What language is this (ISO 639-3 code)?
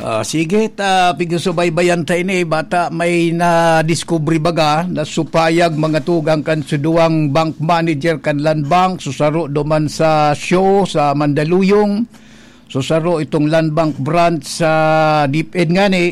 bik